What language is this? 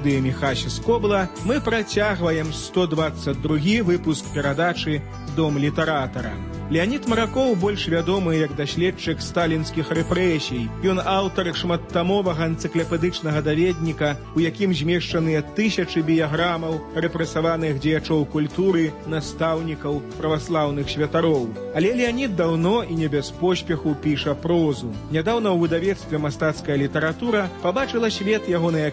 Belarusian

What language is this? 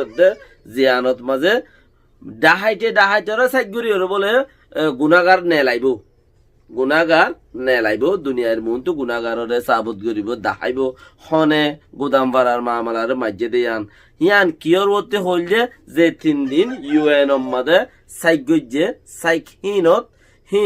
Rohingya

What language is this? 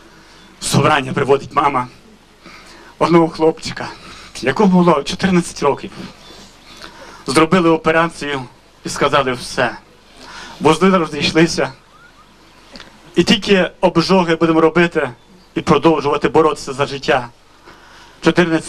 Ukrainian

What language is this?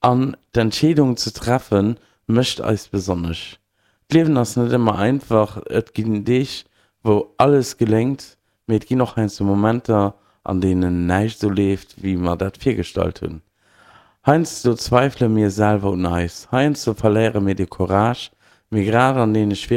Luxembourgish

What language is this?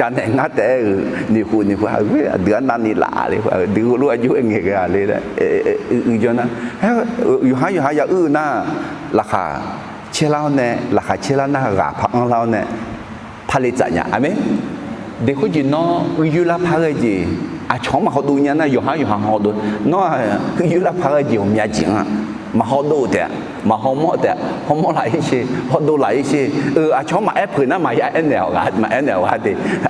Akha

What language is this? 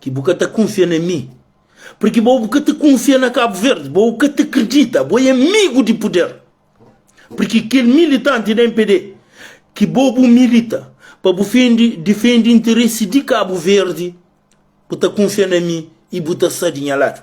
Kabuverdianu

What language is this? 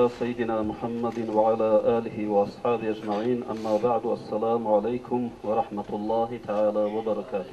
Avaric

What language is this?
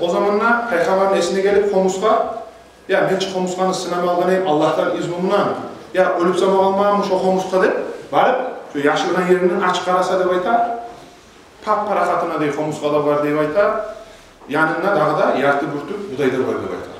Kumyk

